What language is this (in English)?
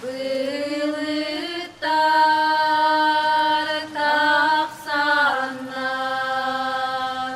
Yakut